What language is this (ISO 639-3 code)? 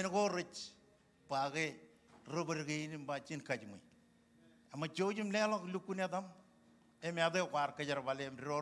mah